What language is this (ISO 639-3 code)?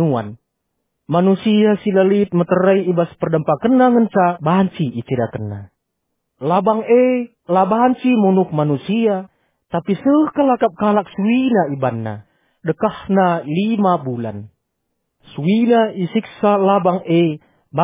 btx